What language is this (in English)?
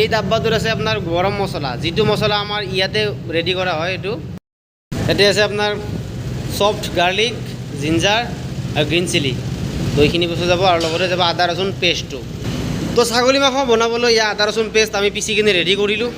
Assamese